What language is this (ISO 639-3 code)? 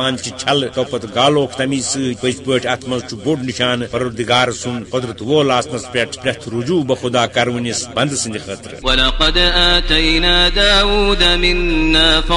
kas